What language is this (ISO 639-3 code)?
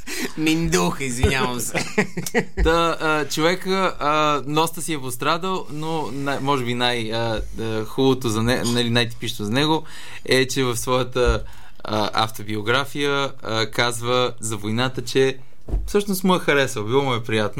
bul